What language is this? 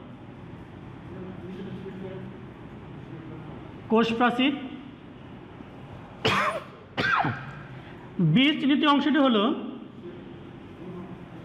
Bangla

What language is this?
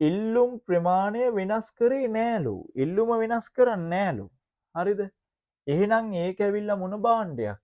Sinhala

